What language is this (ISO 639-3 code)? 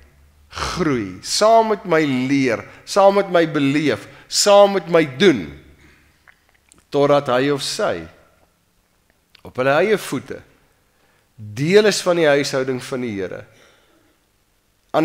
afr